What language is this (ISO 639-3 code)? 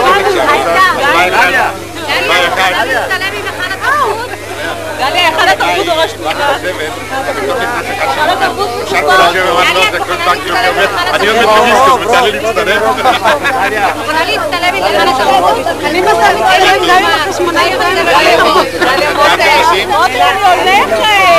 heb